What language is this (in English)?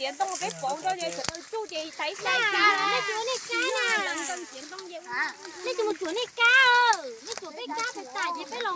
Hmong